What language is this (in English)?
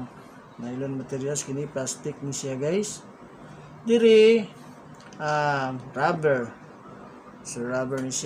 Cebuano